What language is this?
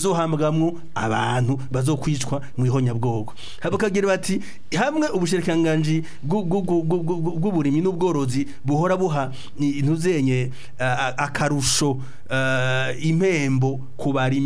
Rundi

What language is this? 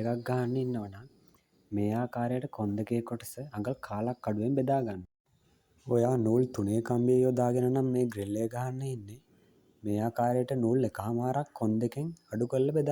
Sinhala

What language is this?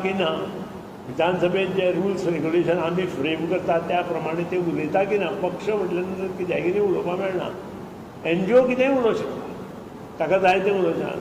Konkani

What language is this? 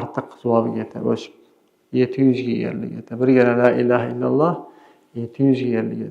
Kumyk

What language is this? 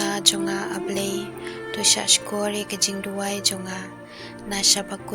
Khasi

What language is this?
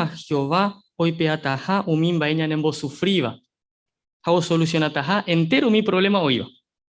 Guarani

